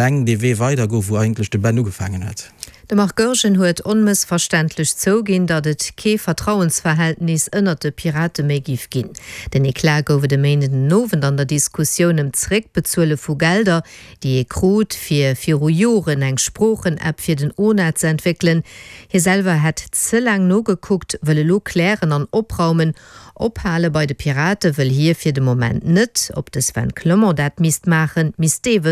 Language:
Luxembourgish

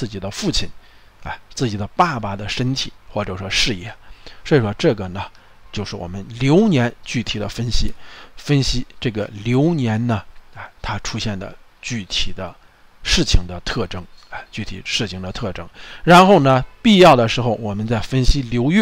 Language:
Chinese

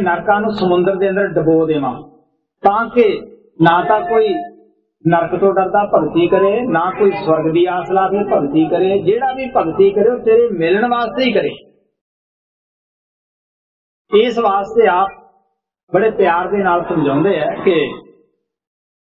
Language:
Punjabi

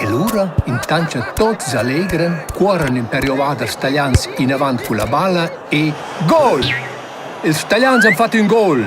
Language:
Romansh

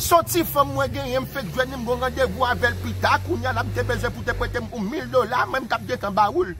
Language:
Haitian Creole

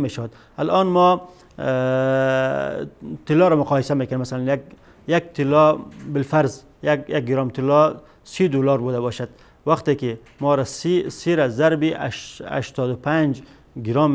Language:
Persian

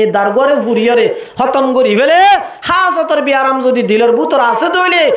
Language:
Rohingya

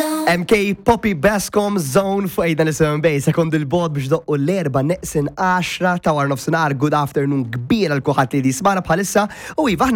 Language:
Maltese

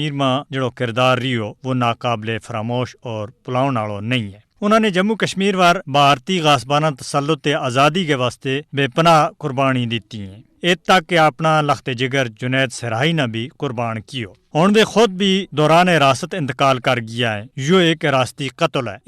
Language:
Gujari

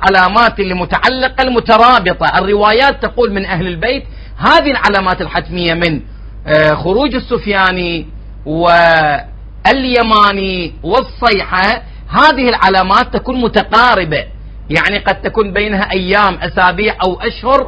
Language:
Arabic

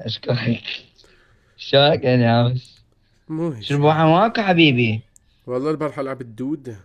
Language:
Mesopotamian Arabic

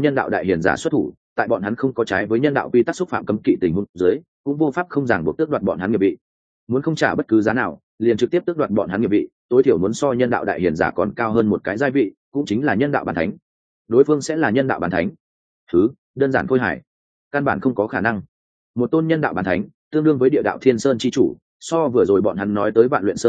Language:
Vietnamese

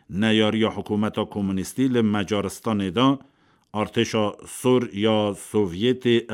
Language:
Kurdish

